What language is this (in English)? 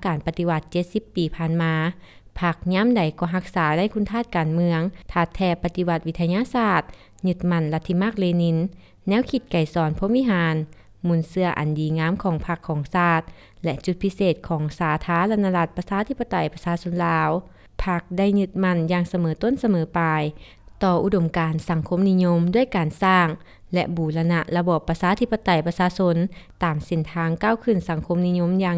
Lao